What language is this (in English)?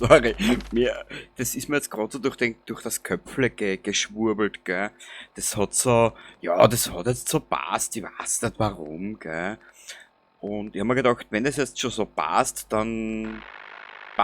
Bavarian